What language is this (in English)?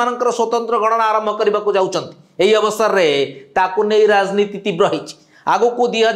Odia